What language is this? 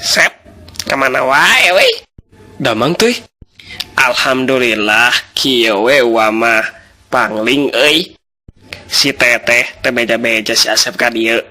Sundanese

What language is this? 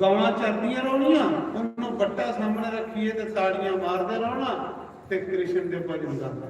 Dogri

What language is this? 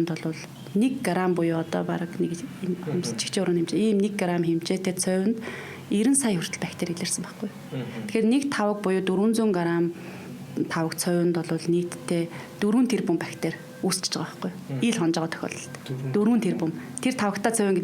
Mongolian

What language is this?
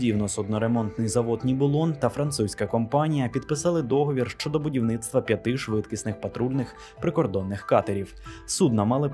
Ukrainian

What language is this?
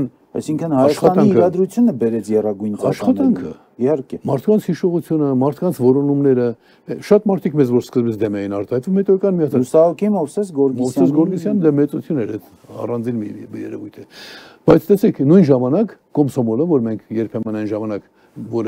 Armenian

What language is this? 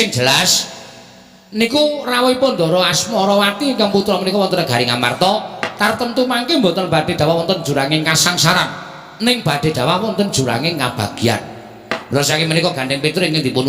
Javanese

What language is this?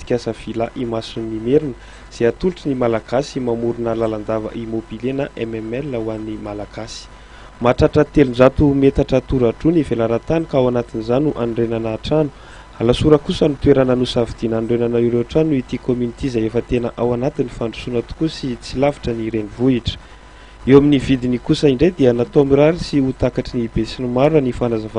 Malagasy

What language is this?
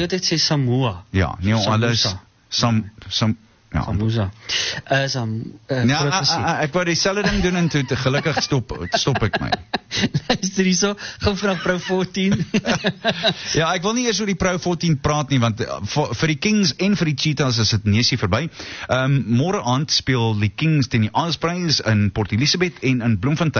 Afrikaans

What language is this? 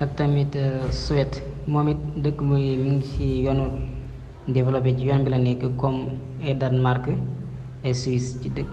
Wolof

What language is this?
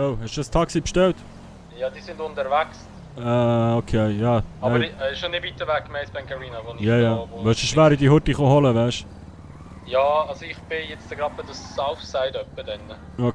Swiss German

